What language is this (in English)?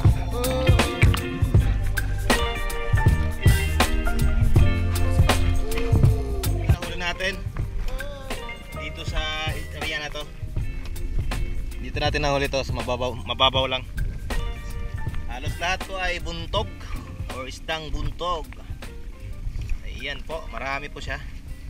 Filipino